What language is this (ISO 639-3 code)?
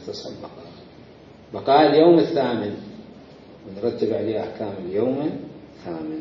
acm